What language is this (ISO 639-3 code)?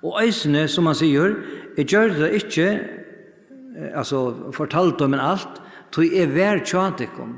fao